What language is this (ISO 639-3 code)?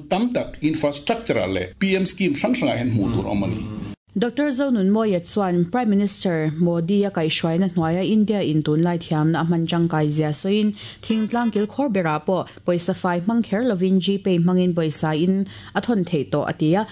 lus